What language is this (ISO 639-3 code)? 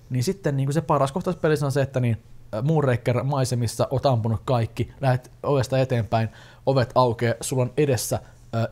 fin